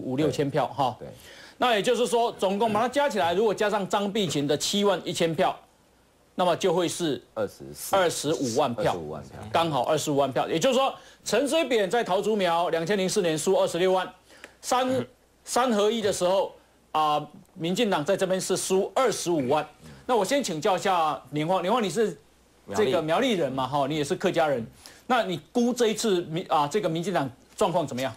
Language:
Chinese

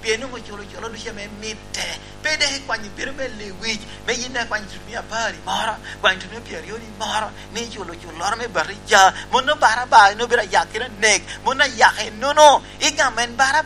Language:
Lango (Uganda)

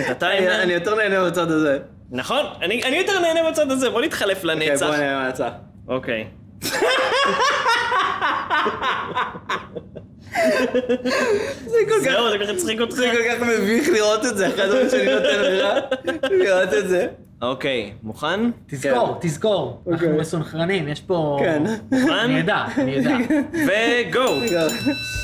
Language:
Hebrew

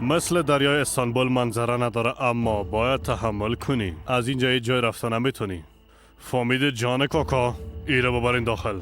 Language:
Persian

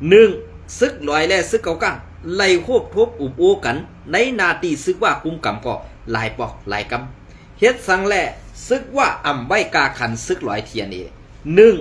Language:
Shan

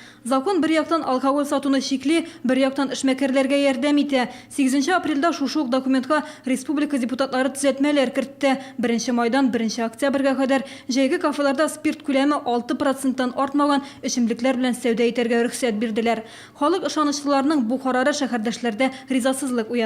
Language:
Tatar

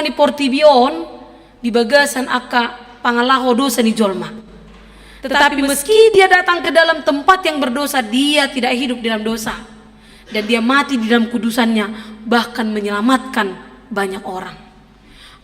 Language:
Batak Toba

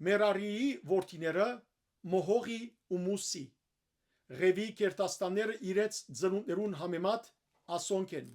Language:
Western Armenian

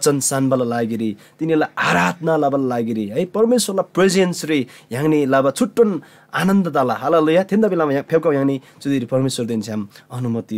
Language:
Eastern Tamang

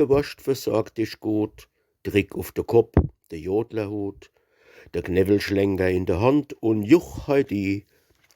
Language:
Palatine German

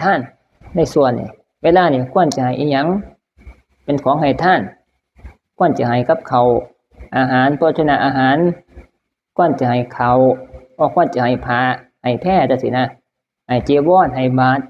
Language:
Northeastern Thai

